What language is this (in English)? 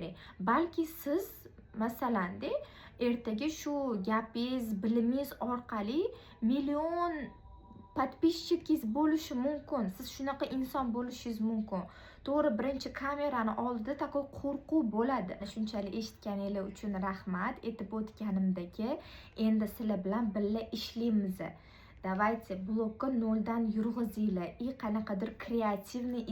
Uzbek